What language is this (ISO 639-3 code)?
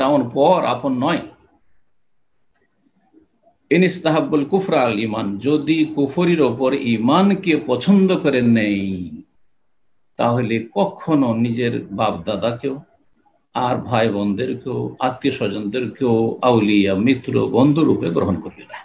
ben